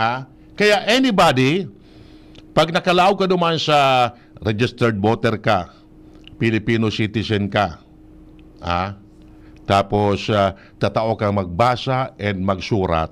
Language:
Bikol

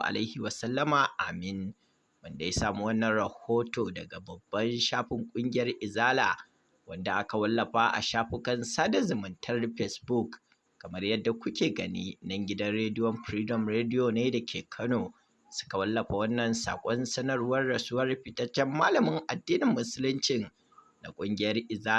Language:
Hausa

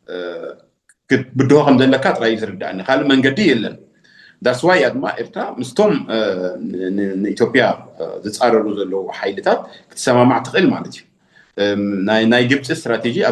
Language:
Tigrinya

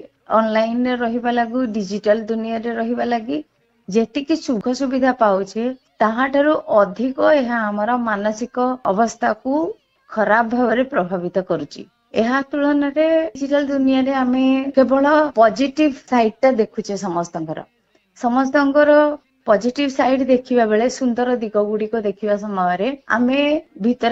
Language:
Odia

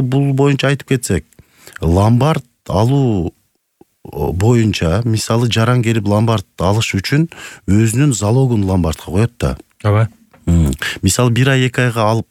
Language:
Kyrgyz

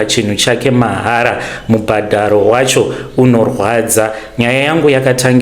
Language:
Shona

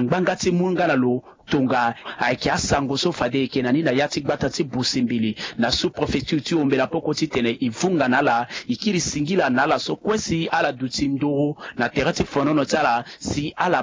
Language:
Sango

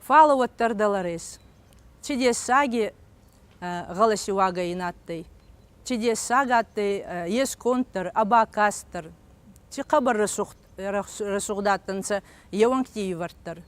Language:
Ossetic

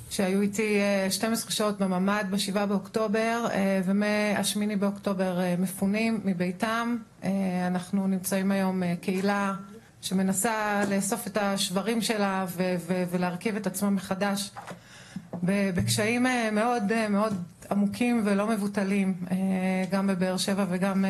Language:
Hebrew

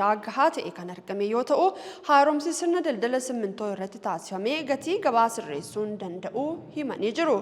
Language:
Oromo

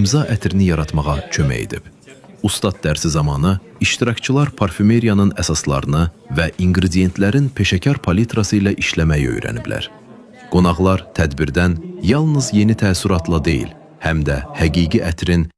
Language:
Azerbaijani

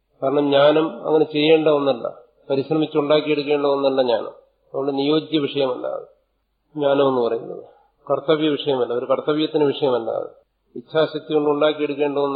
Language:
Malayalam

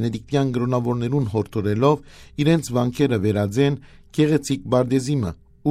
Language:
Western Armenian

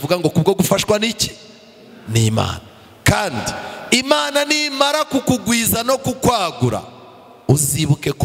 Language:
Kinyarwanda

